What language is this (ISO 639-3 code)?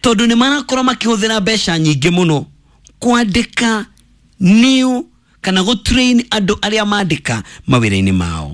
kik